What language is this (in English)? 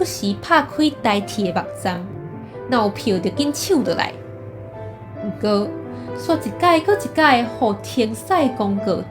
Min Nan Chinese